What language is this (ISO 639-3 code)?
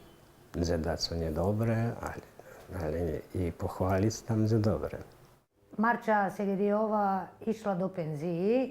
rue